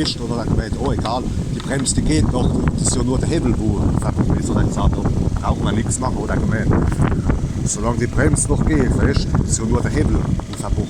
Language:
Palatine German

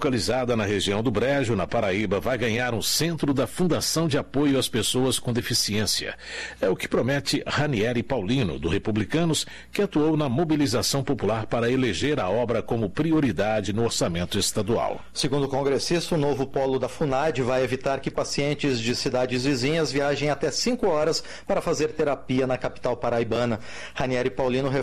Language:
Portuguese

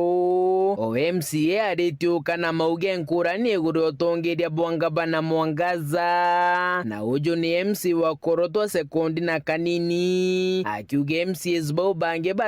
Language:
Meru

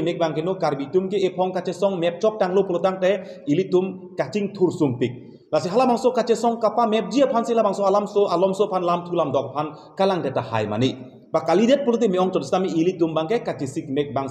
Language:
Karbi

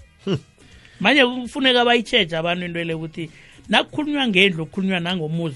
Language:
South Ndebele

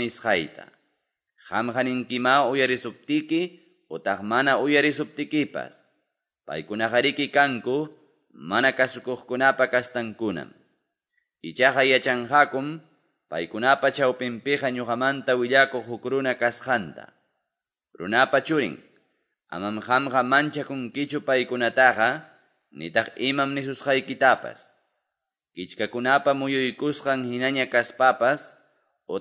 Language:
Quechua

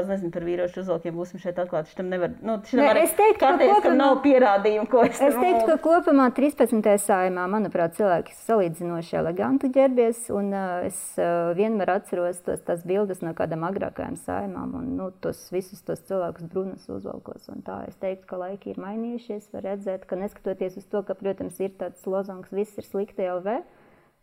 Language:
Latvian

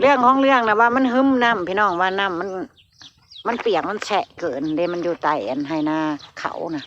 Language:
Northeastern Thai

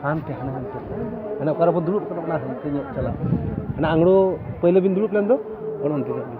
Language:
Santali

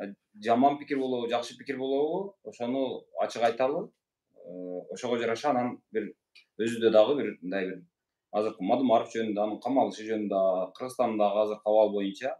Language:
Kyrgyz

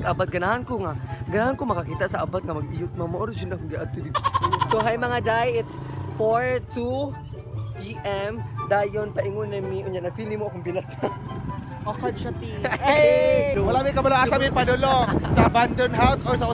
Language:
Cebuano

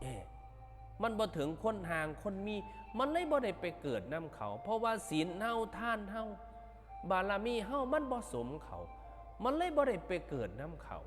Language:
Northeastern Thai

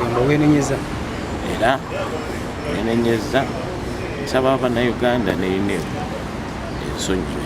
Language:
Ganda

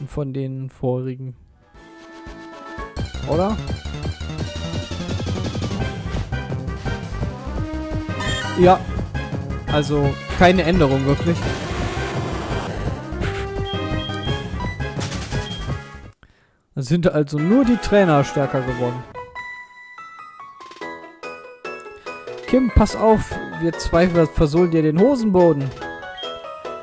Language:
German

